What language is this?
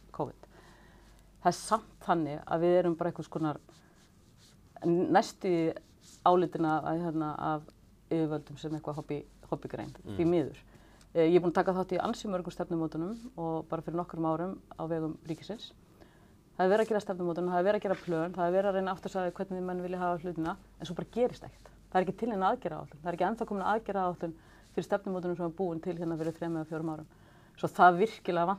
Icelandic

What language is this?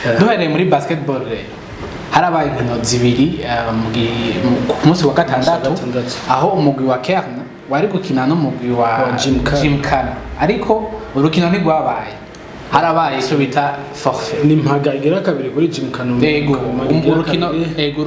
Rundi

